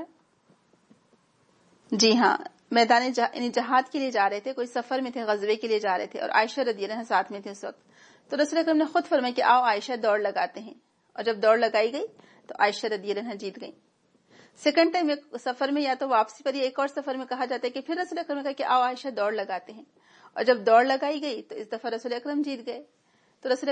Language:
Urdu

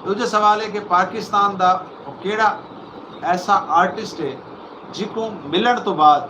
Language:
Saraiki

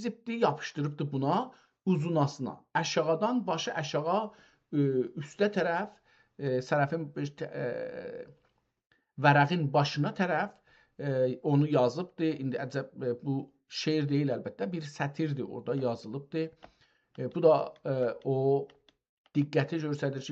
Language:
South Azerbaijani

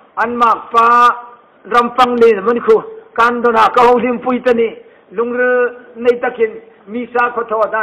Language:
Hmar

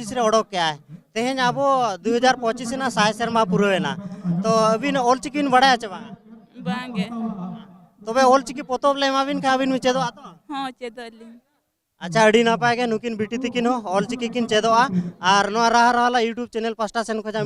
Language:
Santali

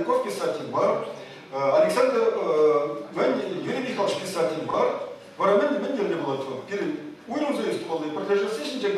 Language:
Chuvash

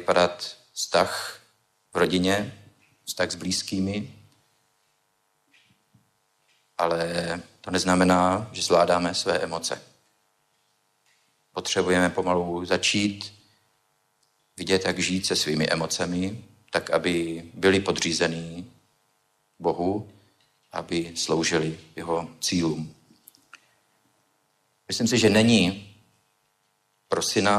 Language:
Czech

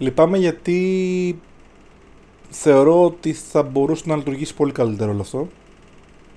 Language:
Greek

